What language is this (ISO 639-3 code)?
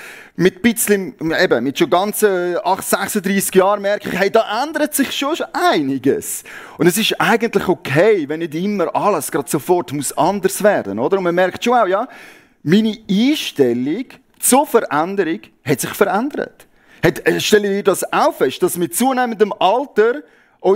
gsw